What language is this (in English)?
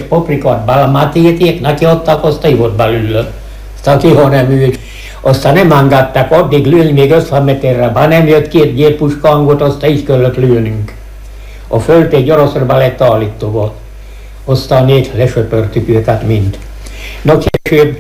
Hungarian